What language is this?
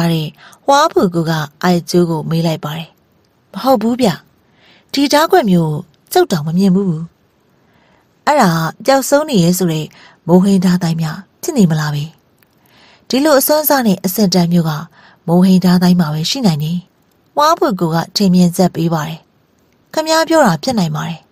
Burmese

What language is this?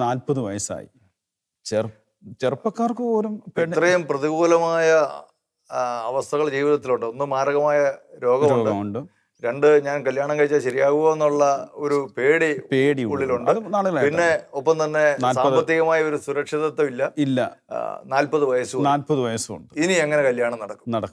Malayalam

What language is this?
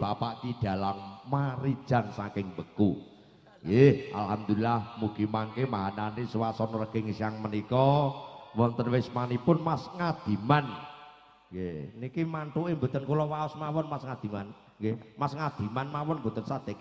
Javanese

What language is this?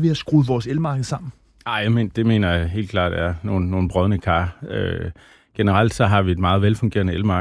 Danish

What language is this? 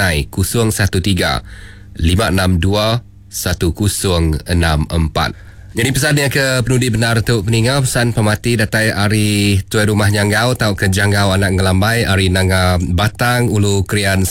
Iban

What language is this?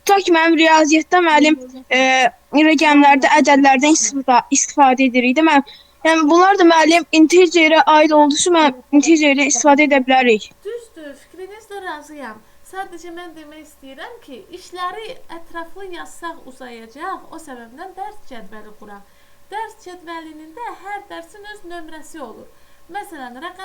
Azerbaijani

